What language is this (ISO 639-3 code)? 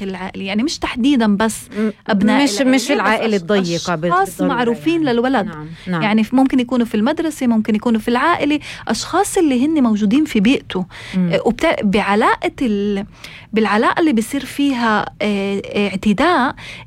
apc